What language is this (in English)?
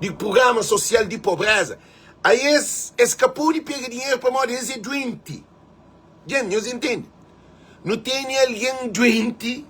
Kabuverdianu